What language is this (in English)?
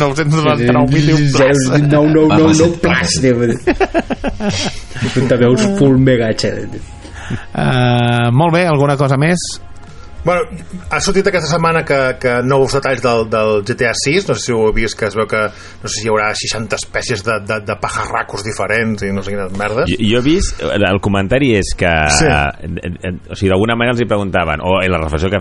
Catalan